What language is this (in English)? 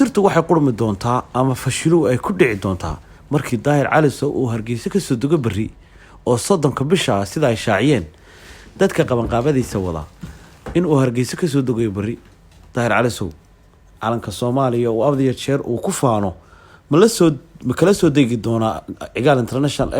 Somali